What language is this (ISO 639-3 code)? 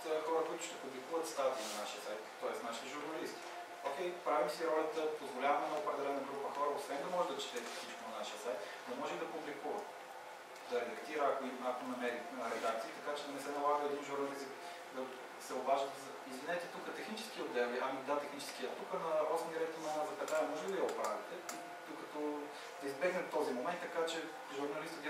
bul